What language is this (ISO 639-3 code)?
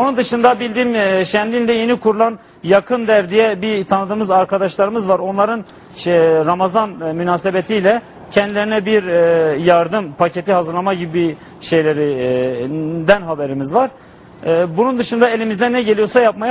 tur